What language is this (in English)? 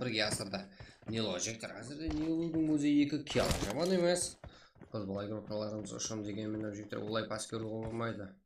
Kara-Kalpak